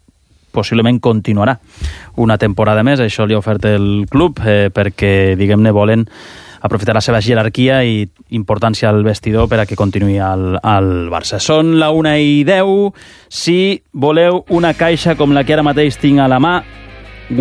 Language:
Catalan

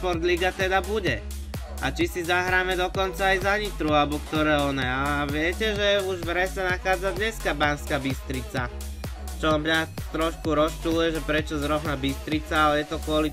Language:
Slovak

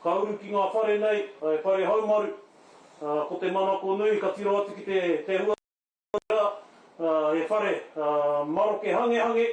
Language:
Māori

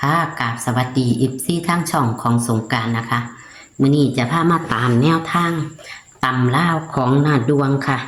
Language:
Lao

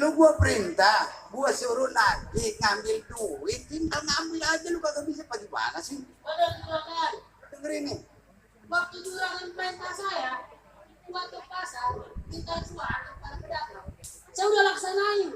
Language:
Betawi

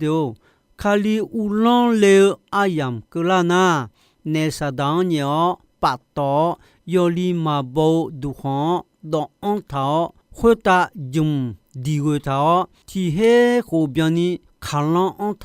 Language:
Akha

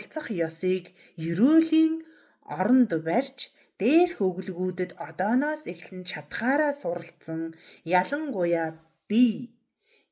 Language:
Mongolian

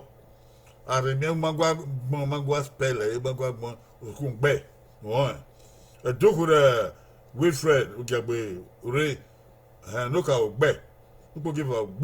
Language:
Bini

